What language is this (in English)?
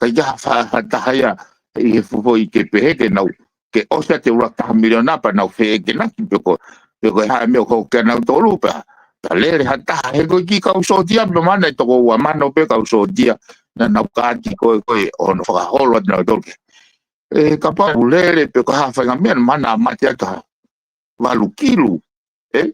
Tongan